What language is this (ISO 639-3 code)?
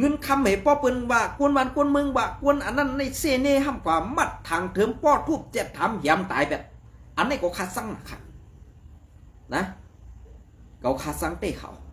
shn